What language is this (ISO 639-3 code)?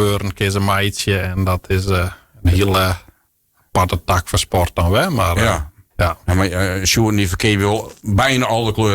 fry